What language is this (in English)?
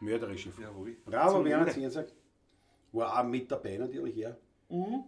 Bavarian